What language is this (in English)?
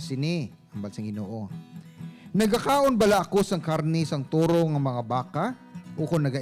Hiligaynon